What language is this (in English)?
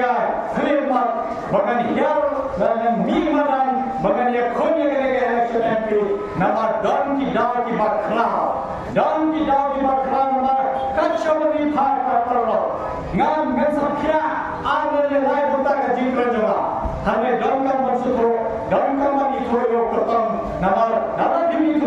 Khasi